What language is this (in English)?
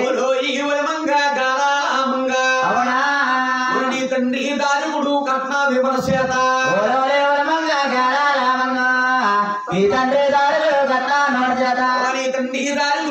Telugu